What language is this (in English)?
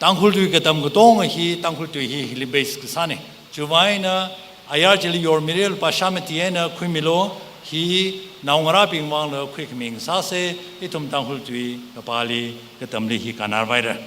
Tangkhul Naga (India)